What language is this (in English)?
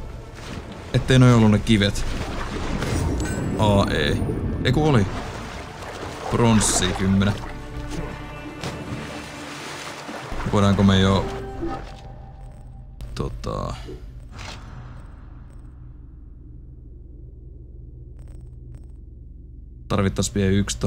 Finnish